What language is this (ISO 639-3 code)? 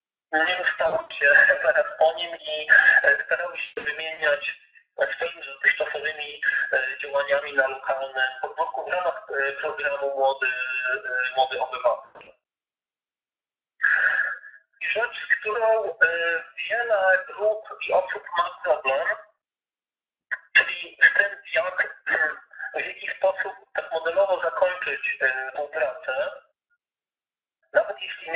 pol